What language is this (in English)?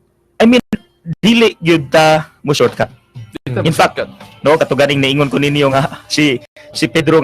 Cebuano